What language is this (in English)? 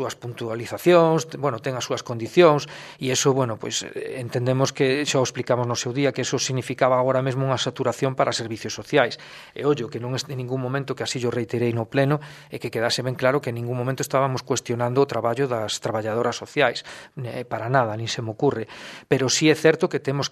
Galician